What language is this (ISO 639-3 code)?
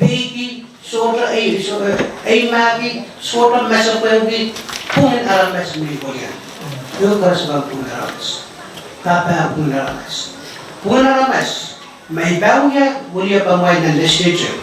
pon